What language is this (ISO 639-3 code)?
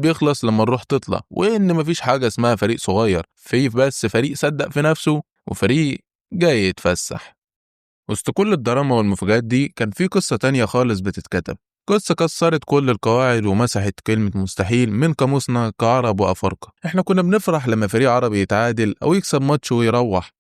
arz